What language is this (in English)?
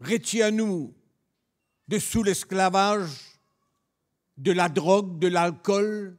Morisyen